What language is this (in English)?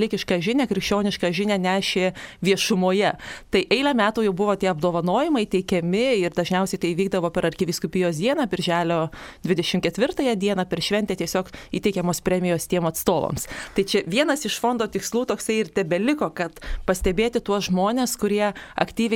Lithuanian